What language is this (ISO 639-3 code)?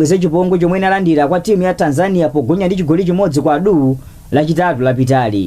nya